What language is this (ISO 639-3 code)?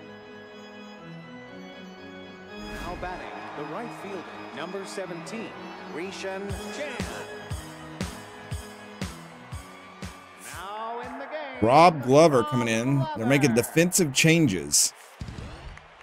eng